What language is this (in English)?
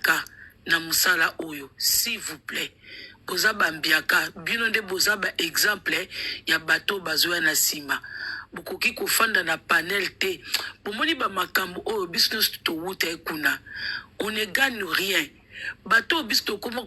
Lingala